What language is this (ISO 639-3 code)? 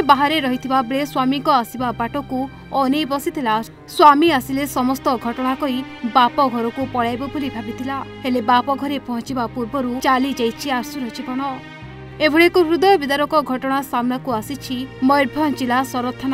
ori